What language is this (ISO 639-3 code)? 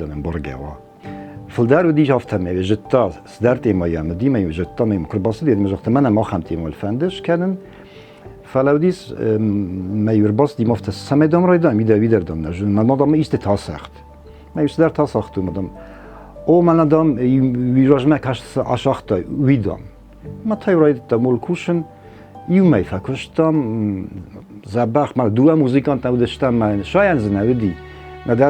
oss